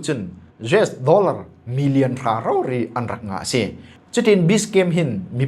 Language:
Falam Chin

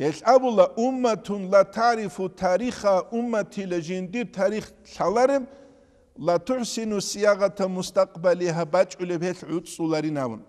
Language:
Avaric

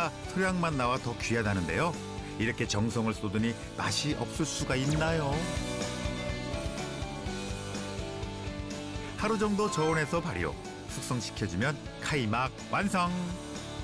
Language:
Korean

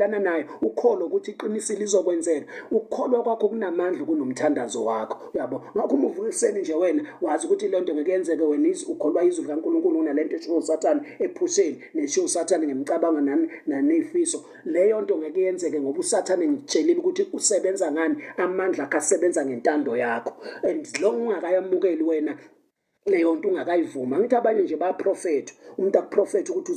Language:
Zulu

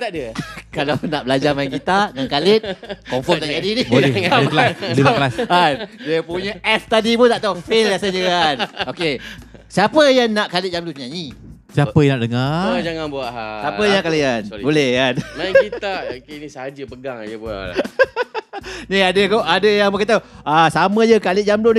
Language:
Malay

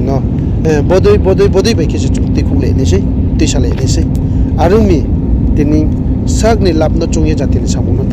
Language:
Riang (India)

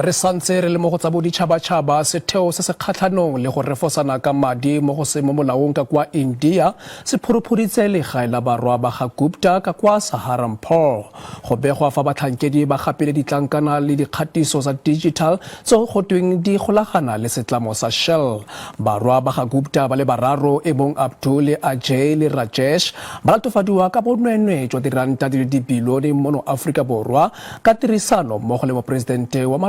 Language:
Tswana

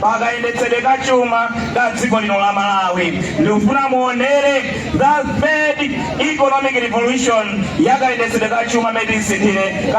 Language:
Nyanja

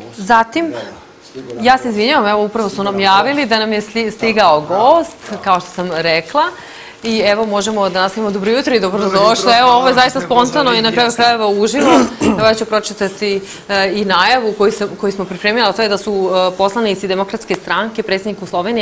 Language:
Serbian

